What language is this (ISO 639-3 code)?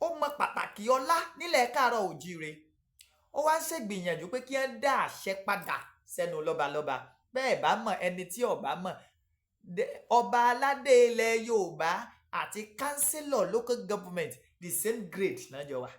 yor